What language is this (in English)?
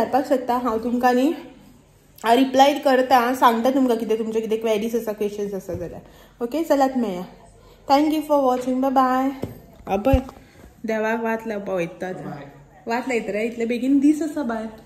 Konkani